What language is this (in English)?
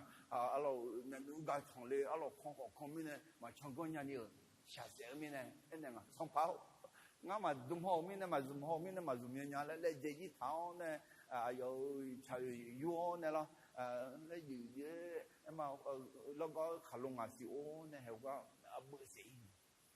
Akha